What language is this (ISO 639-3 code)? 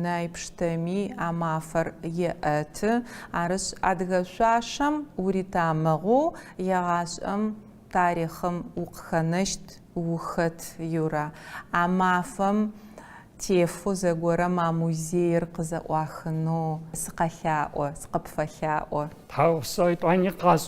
ady